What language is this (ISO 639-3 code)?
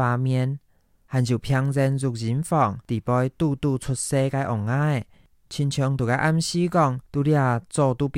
hak